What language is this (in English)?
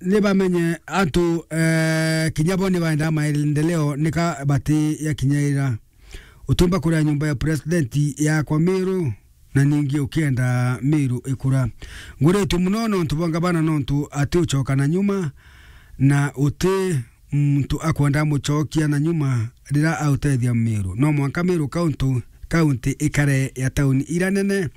Meru